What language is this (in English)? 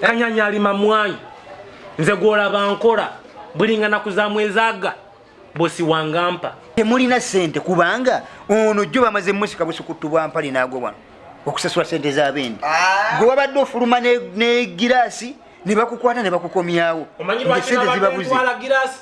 Ganda